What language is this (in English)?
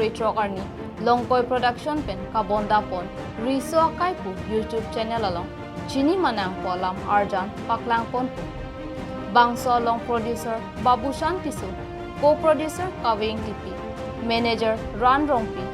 Karbi